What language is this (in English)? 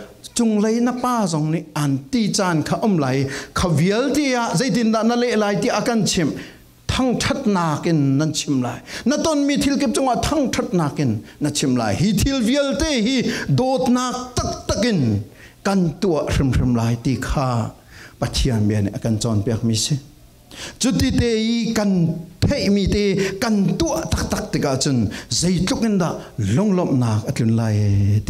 Falam Chin